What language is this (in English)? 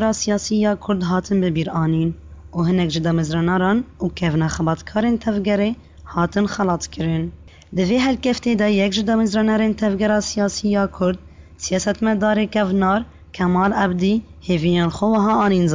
Kurdish